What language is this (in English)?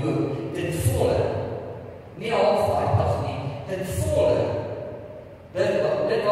Afrikaans